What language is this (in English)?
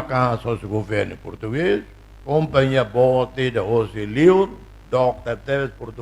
Tetum